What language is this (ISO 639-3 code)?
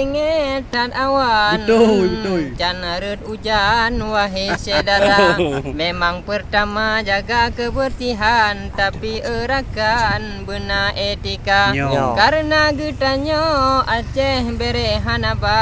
ace